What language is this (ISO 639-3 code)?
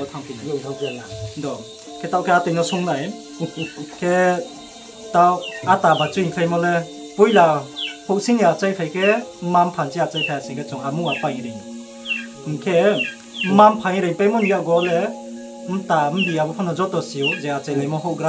ria